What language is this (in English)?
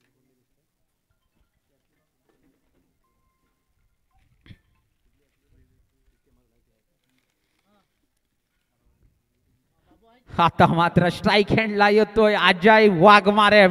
Marathi